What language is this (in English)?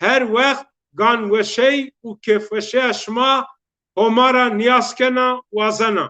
Zaza